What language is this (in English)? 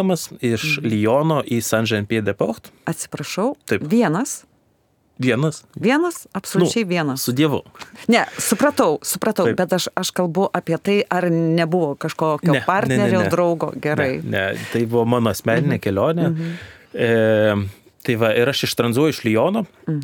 Lithuanian